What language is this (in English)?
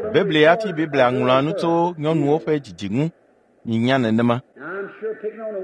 Ewe